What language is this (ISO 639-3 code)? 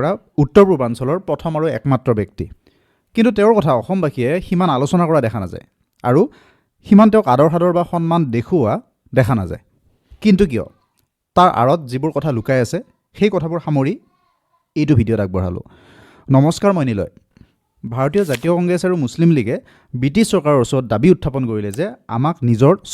asm